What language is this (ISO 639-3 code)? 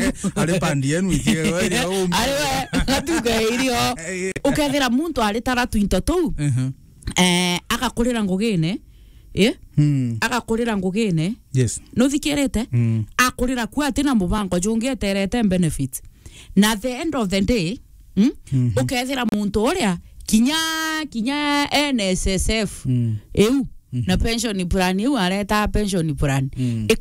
mer